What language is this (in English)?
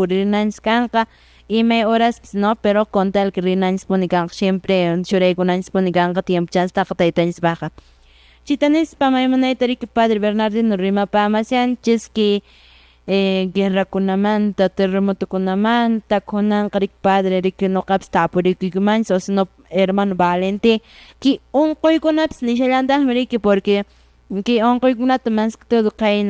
Quechua